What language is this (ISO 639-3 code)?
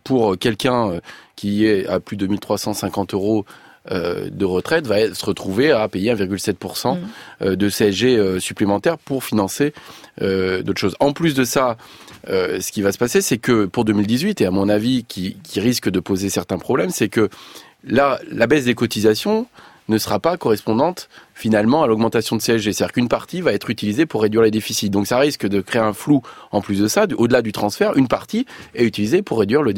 fra